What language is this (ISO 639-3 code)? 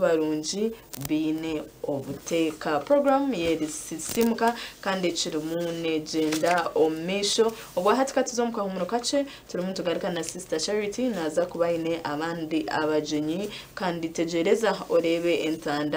nyn